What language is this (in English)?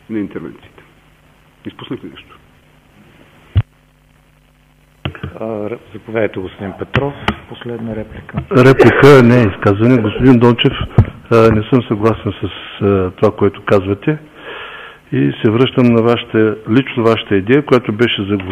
Bulgarian